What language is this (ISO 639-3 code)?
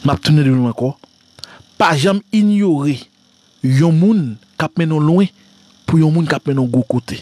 hat